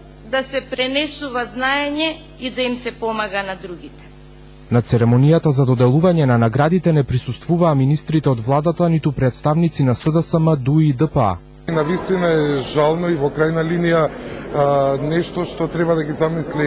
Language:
Macedonian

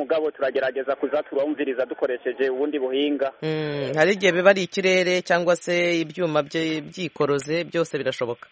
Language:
Kinyarwanda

